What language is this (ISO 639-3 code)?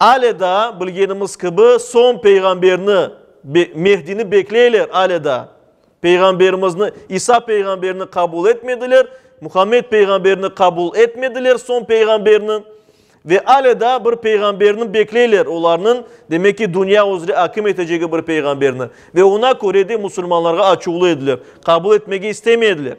crh